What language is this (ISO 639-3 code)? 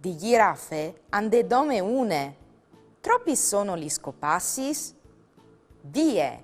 fur